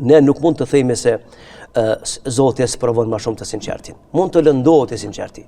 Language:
Albanian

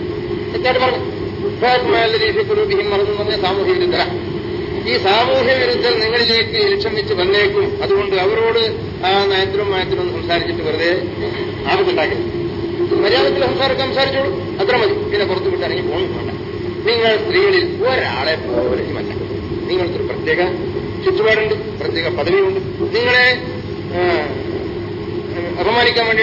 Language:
Malayalam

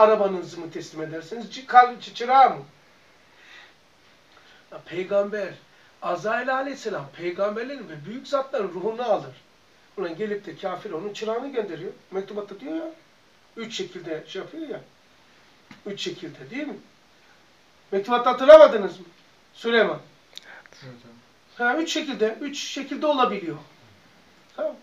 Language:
Turkish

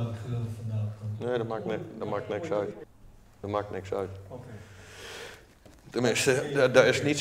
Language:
Dutch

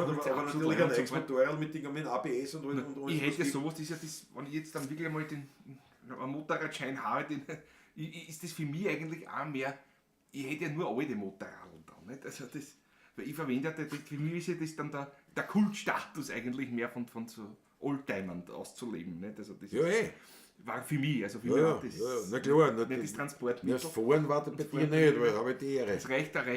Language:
Bavarian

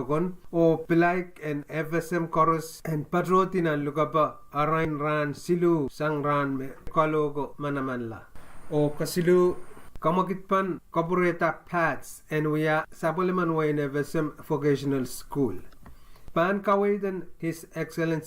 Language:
Pohnpeian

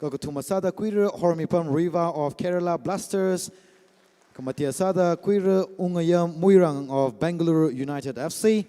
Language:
Tangkhul Naga (India)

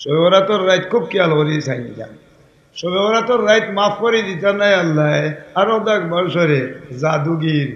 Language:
Sylheti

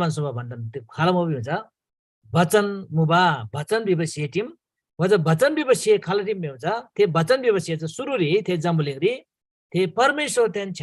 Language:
Eastern Tamang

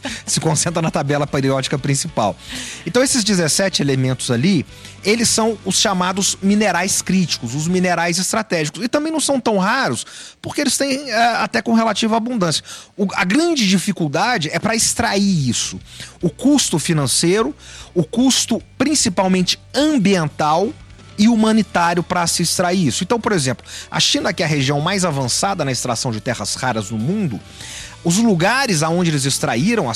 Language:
Portuguese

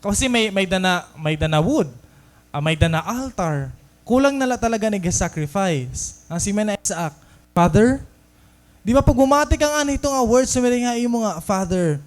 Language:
Waray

